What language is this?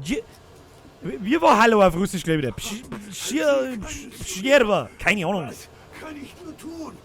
Bavarian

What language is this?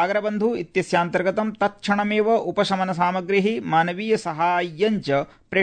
Sanskrit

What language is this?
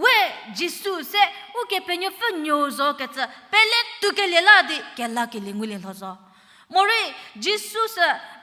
Angami Naga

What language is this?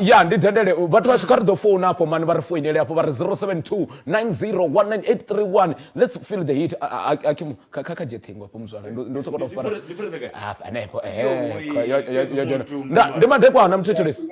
Venda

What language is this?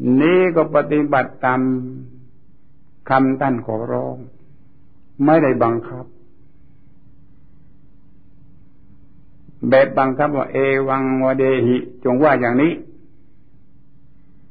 Thai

